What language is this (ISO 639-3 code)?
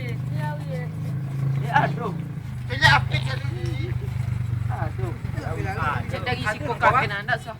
min